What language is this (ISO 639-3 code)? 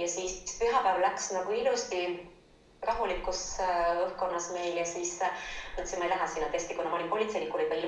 est